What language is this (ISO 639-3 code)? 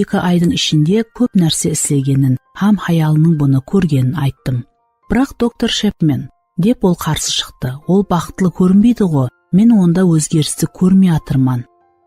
kaa